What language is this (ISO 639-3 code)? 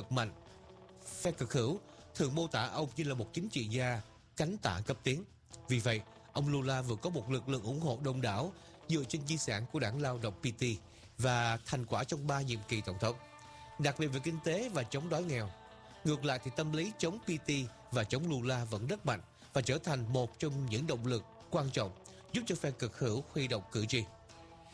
vie